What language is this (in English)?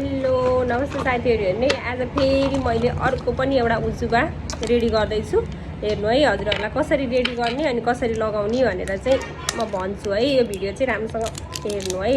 Nepali